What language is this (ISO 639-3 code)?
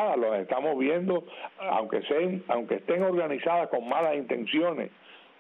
spa